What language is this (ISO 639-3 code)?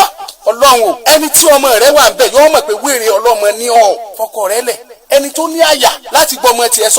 yor